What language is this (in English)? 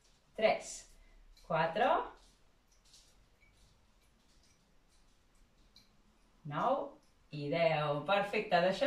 Catalan